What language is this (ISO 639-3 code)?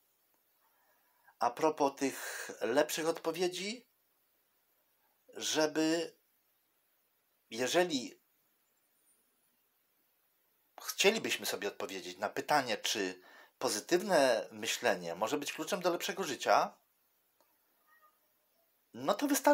pol